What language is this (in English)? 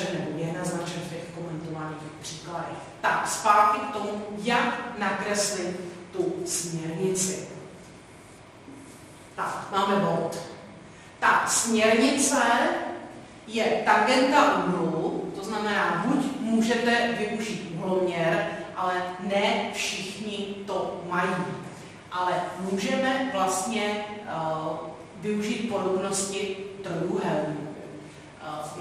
Czech